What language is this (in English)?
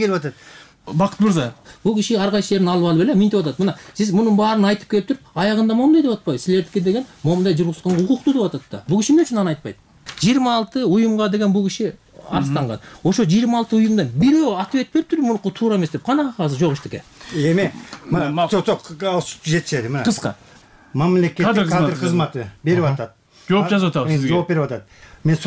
Kyrgyz